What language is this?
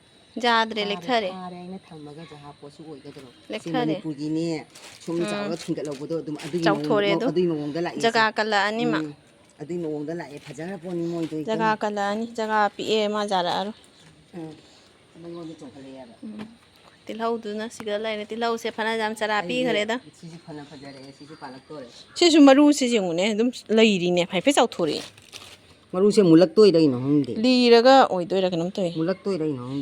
Manipuri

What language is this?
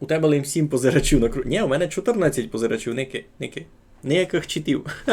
Rusyn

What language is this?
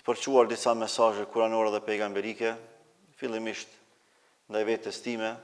Albanian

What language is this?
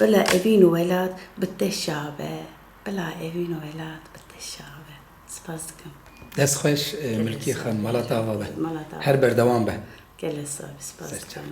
Kurdish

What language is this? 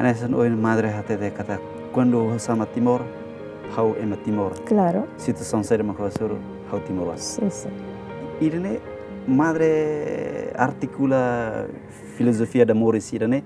Tetum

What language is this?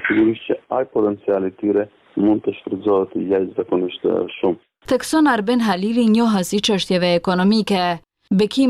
Albanian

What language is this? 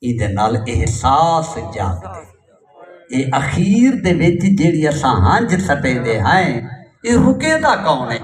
Saraiki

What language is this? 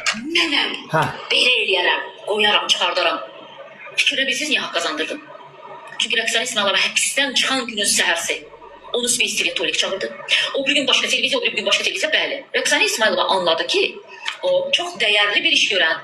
Azerbaijani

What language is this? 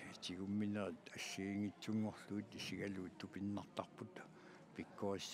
Kalaallisut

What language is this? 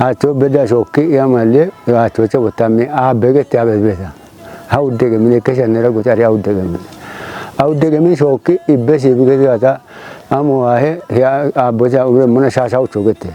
Kafa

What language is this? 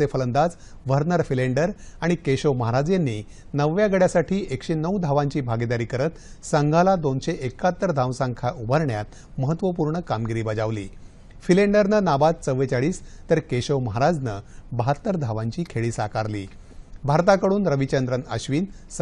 Marathi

